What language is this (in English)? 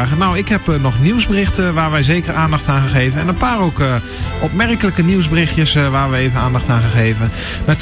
Dutch